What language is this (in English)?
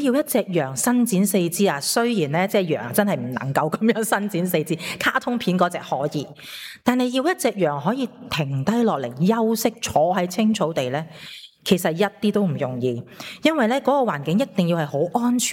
Cantonese